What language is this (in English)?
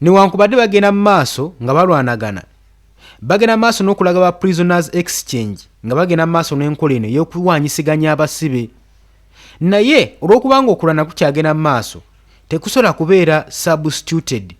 Ganda